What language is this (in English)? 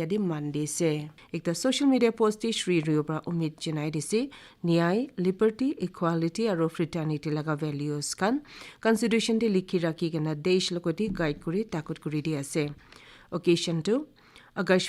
Naga Pidgin